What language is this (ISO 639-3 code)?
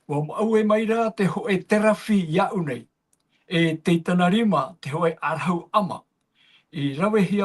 tah